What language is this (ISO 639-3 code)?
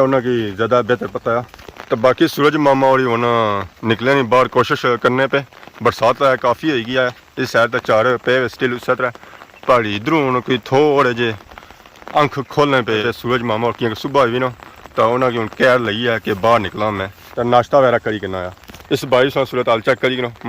phr